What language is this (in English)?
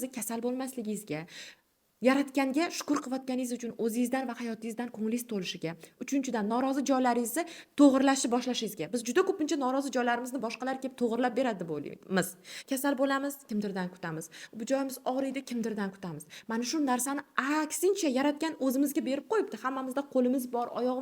Uzbek